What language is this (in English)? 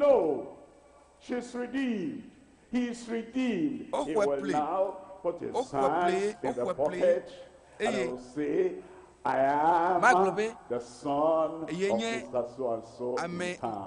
Ewe